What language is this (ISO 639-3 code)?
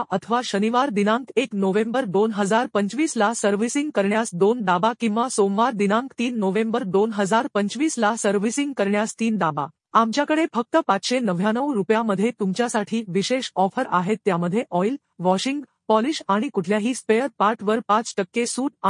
mar